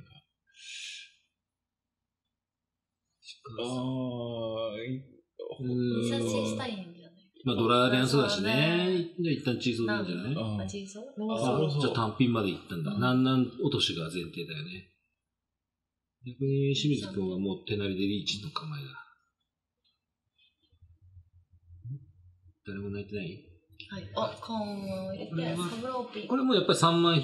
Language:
Japanese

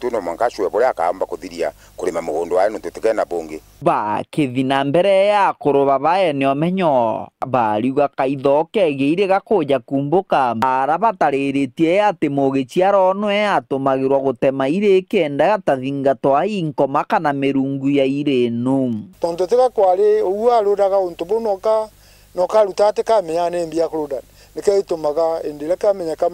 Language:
Meru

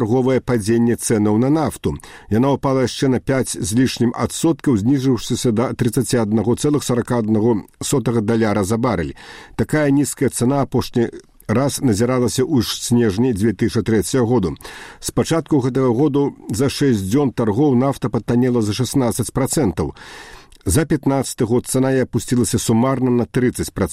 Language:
Belarusian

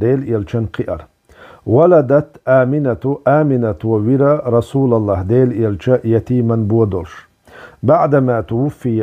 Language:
Chechen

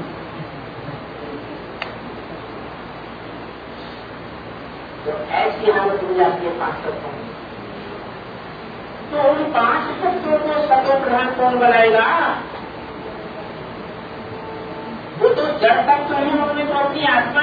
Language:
Hindi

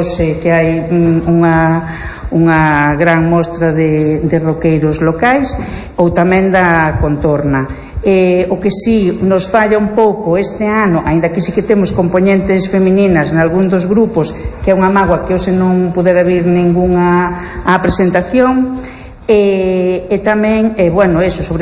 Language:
Galician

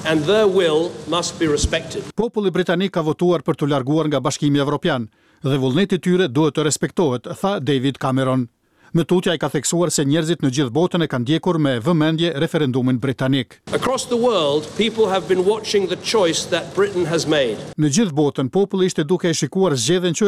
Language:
Albanian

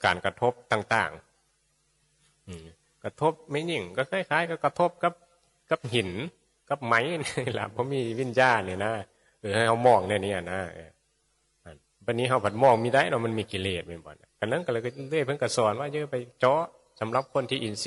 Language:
Northeastern Thai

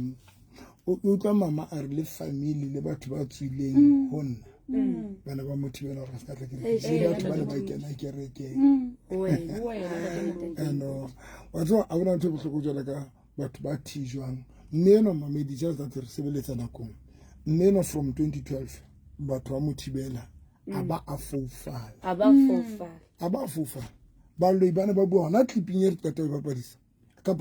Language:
Southern Sotho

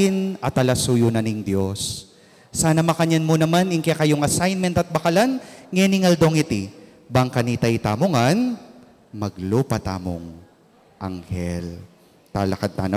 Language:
Pampanga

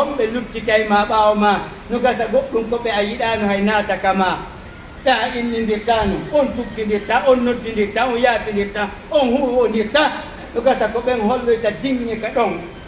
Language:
Pular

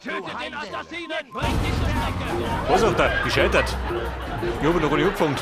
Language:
Bavarian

